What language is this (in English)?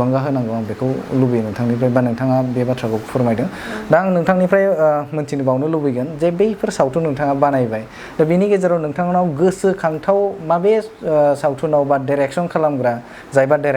Bodo